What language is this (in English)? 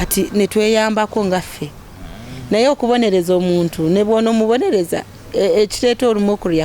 Ganda